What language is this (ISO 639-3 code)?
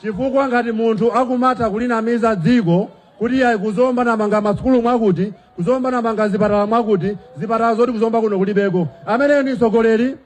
nya